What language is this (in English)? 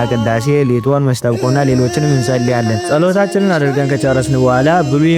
Amharic